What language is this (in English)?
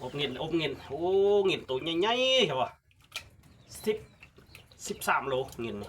Lao